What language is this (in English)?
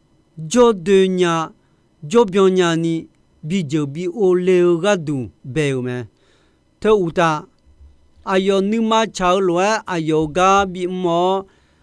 Akha